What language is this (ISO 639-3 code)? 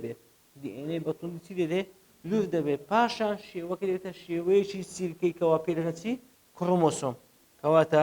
ckb